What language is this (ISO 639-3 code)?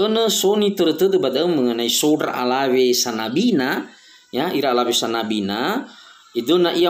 nia